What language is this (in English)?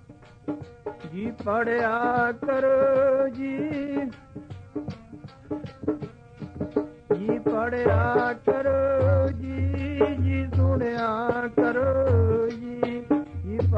Punjabi